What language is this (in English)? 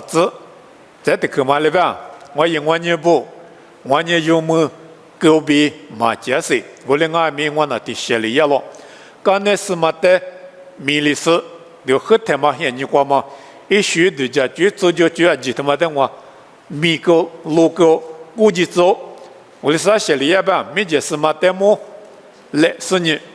Lisu